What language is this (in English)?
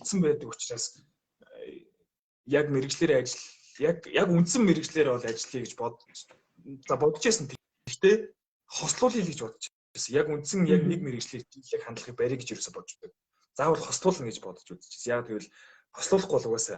Mongolian